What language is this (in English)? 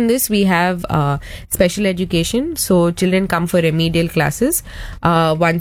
Tamil